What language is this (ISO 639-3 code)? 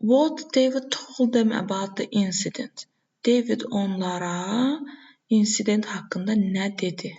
aze